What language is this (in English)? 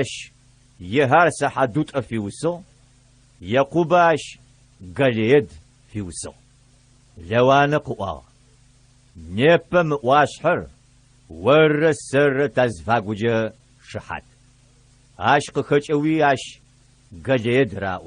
Adyghe